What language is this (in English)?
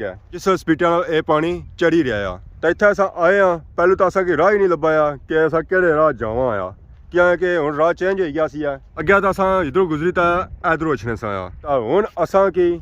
Pahari-Potwari